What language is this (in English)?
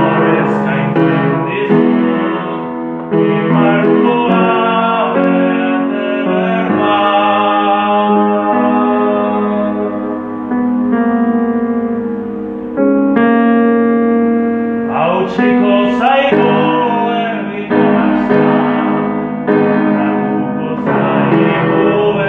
Basque